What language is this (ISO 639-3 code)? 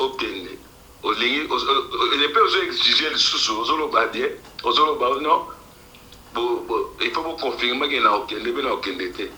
lin